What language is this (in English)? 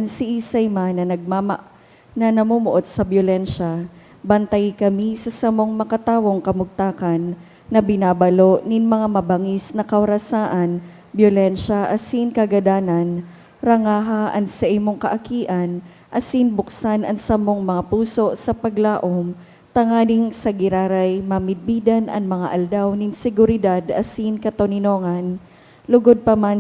Bikol